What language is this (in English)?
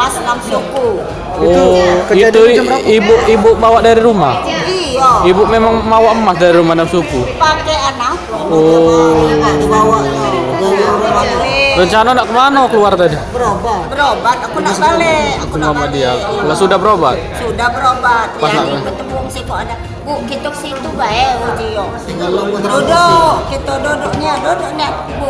Musi